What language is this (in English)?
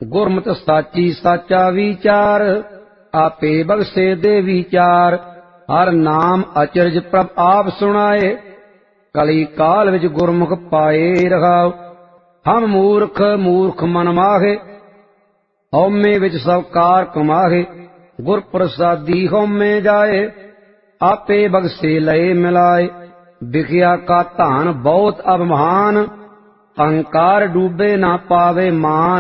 Punjabi